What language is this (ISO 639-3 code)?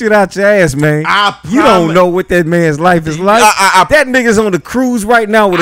eng